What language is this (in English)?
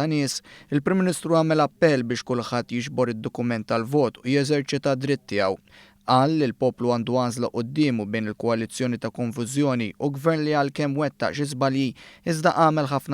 Maltese